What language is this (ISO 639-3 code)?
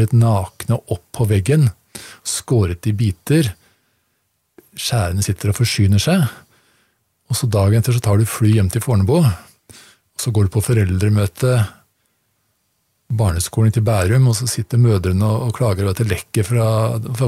nor